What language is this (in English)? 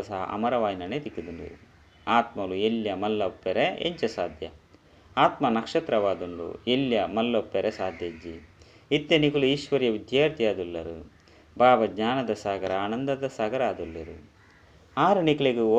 Tulu